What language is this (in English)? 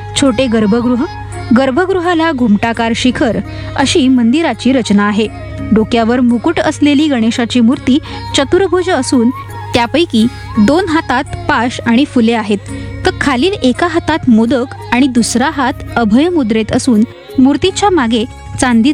Marathi